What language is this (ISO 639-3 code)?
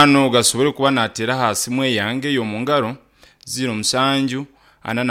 nyn